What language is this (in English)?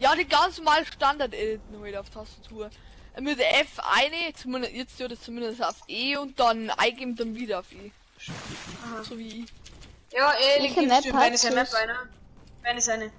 Bavarian